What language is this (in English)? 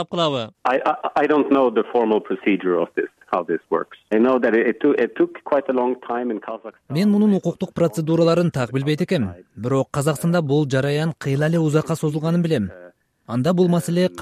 Kyrgyz